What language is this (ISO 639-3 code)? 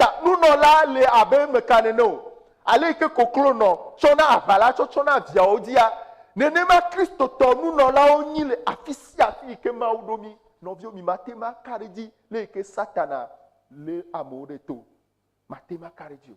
ewe